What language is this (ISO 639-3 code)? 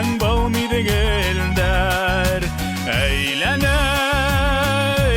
bak